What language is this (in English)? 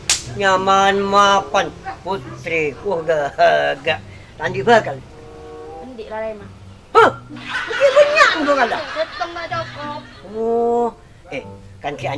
Madurese